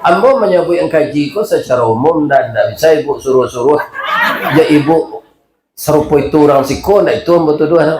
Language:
Minangkabau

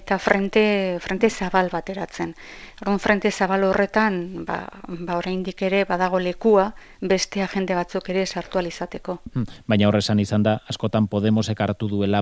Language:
Basque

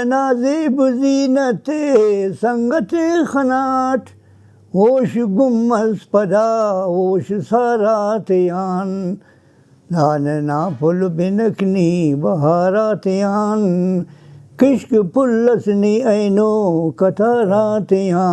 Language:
Brahui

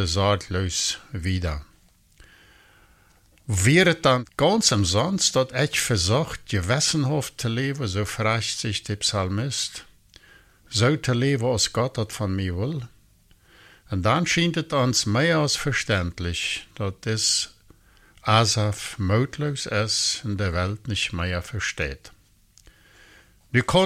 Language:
German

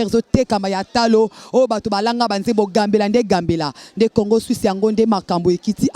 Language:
Lingala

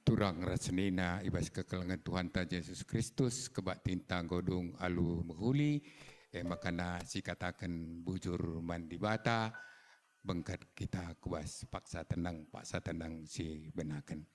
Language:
Batak Karo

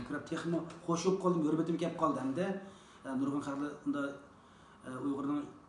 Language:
Uyghur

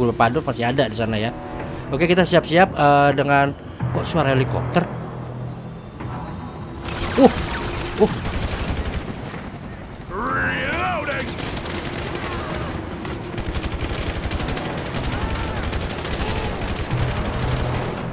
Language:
Indonesian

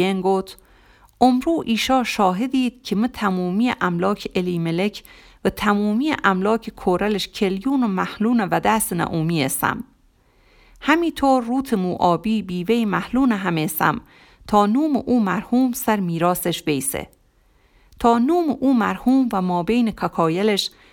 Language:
Gilaki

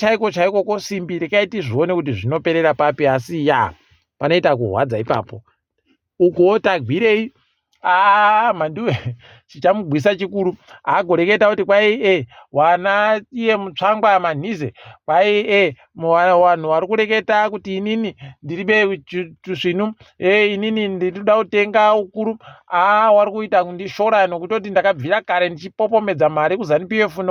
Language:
Ndau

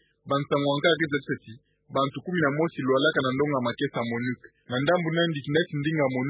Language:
Kituba (Democratic Republic of Congo)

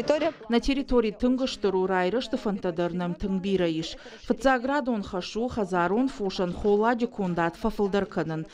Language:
Ossetic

